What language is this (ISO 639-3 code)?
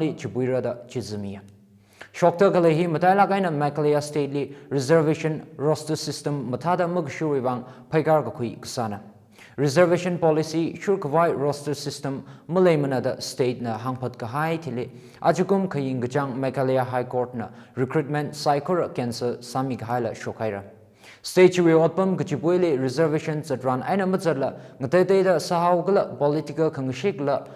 nmf